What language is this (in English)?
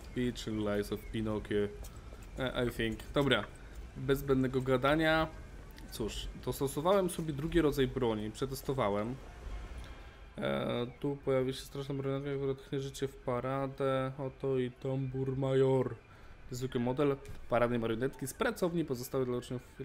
Polish